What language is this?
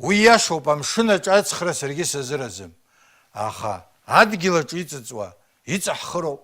Abkhazian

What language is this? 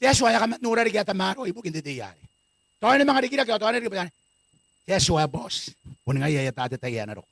Gilbertese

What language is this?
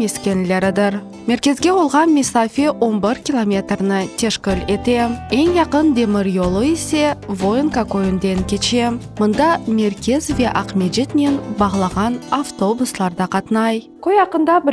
Crimean Tatar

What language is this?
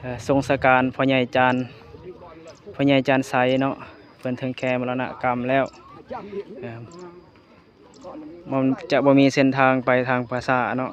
Lao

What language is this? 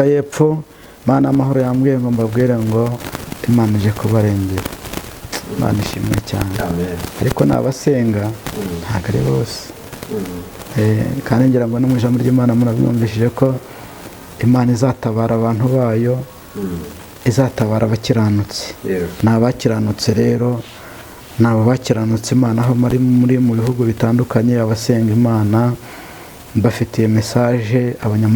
Kinyarwanda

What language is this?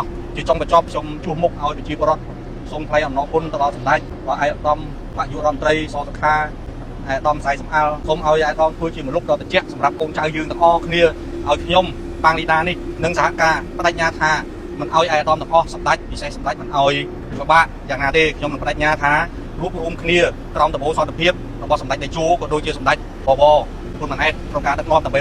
Khmer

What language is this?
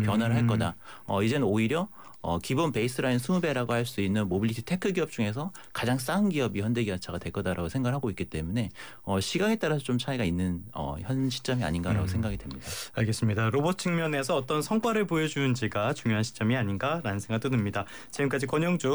Korean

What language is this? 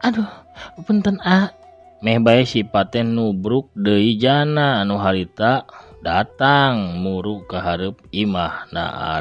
Sundanese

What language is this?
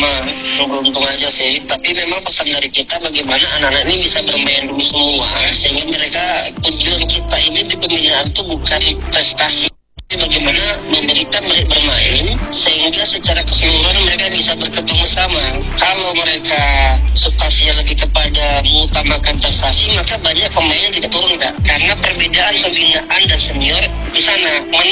Indonesian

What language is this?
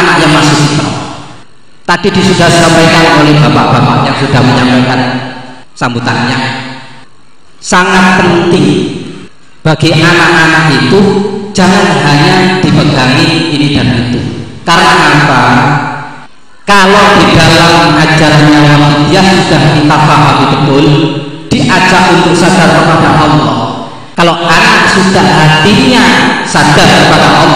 Indonesian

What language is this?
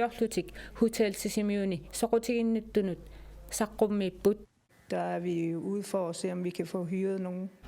Kalaallisut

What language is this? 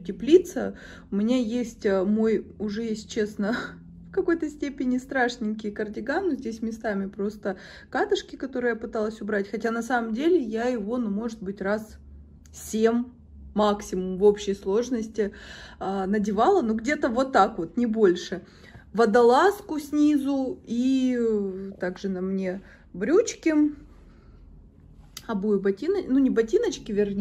Russian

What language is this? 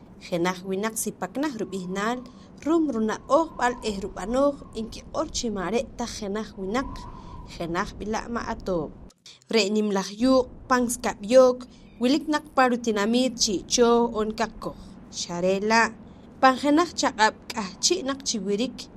Poqomchi'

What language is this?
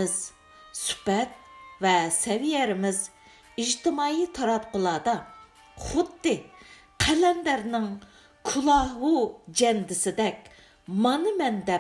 Uyghur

